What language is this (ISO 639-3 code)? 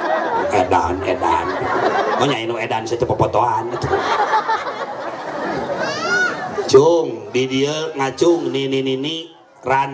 sun